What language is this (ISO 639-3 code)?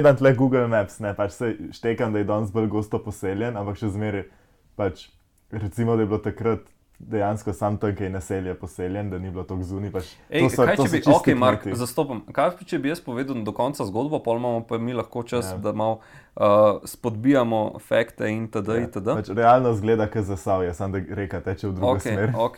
slv